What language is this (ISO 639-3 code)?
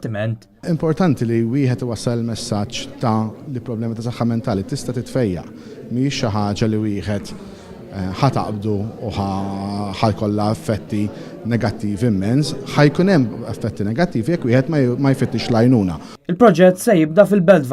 mlt